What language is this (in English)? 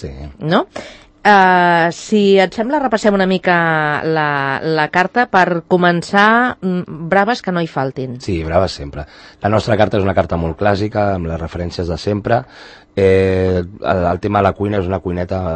Catalan